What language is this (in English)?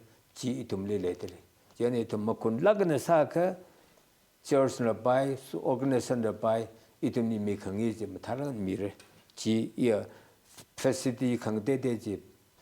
Tangkhul Naga (India)